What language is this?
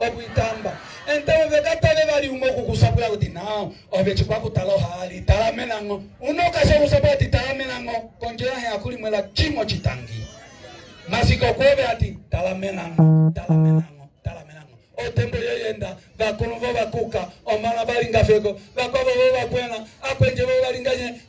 Umbundu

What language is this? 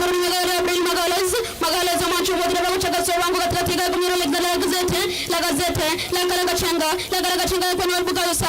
Gusii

